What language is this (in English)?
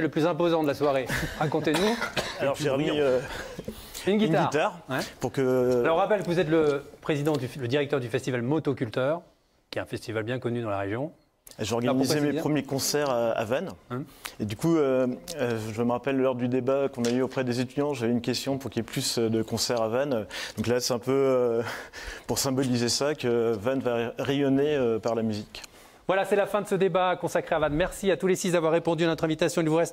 French